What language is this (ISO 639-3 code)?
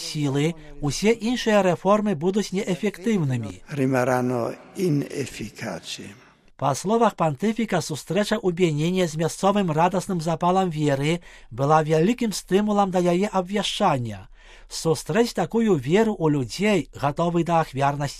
bel